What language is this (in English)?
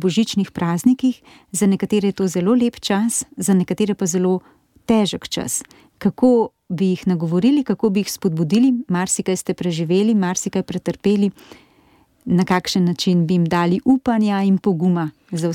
Slovenian